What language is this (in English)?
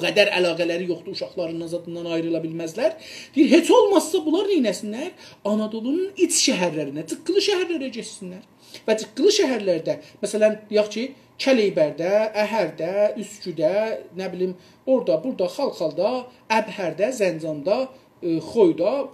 South Azerbaijani